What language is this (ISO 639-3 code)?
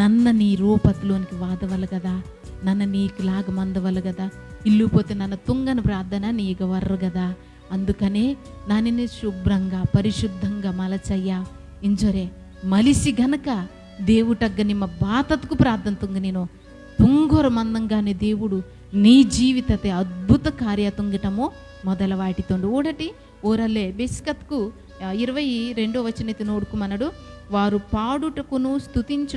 kff